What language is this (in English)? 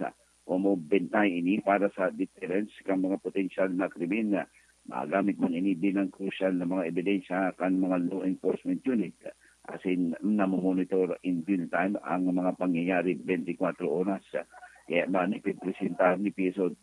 Bikol